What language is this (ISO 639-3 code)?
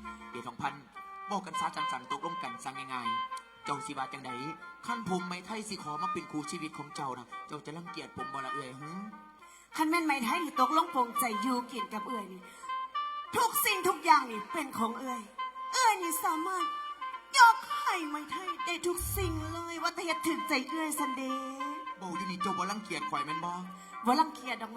lao